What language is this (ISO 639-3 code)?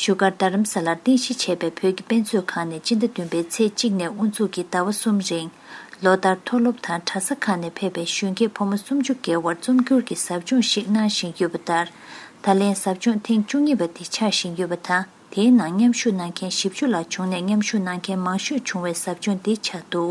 bod